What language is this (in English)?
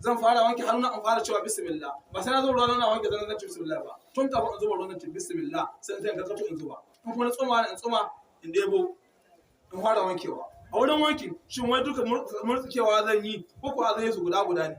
Hausa